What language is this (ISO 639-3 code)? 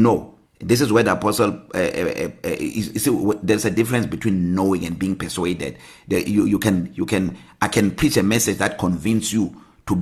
eng